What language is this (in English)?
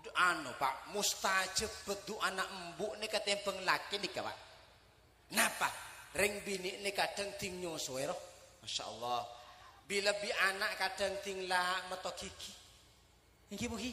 Madurese